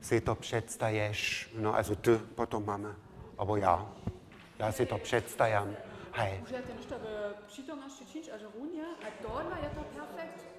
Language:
Upper Sorbian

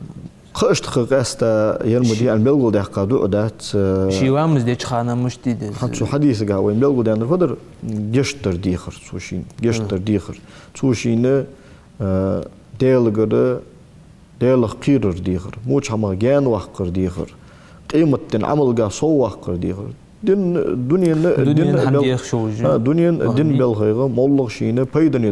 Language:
Ingush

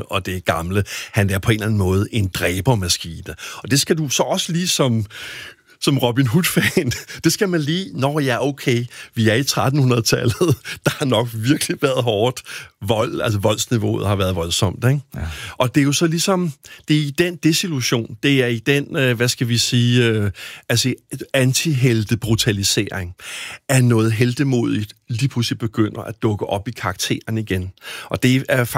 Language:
Danish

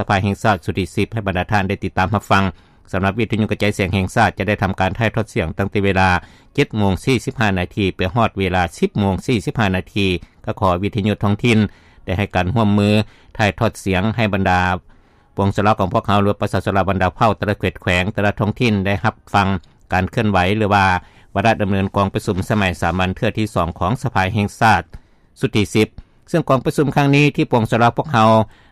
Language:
Lao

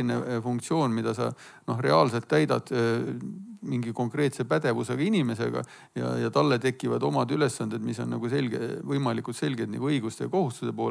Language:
Estonian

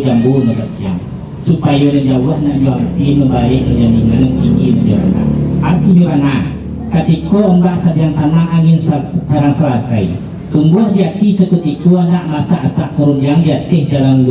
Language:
Minangkabau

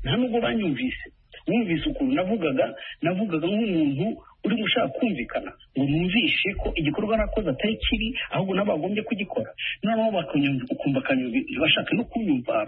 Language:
Kinyarwanda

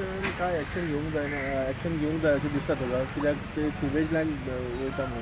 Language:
Konkani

